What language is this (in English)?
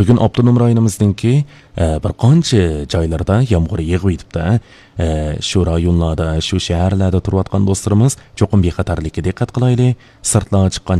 Uyghur